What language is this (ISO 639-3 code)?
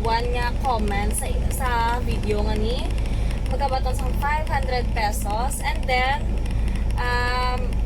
hil